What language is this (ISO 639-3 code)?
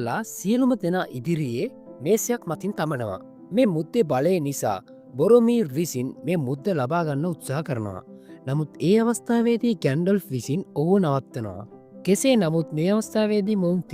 sin